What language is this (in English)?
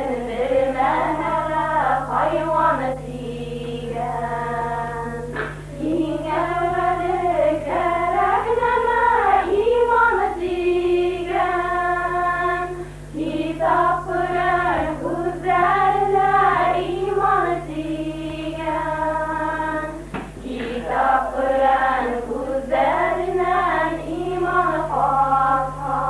Bashkir